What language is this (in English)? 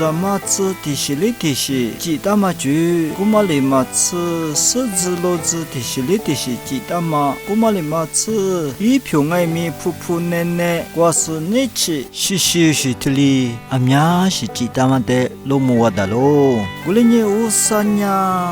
Lisu